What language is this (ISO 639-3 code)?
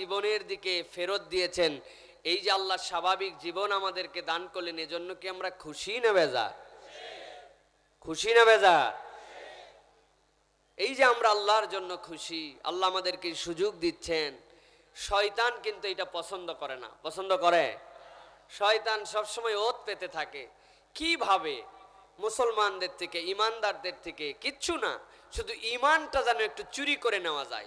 ben